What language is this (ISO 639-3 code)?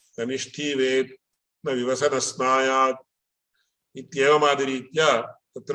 san